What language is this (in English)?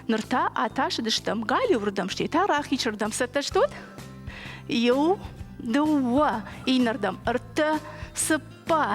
Ossetic